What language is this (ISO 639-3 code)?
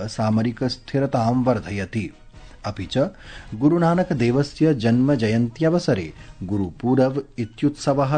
san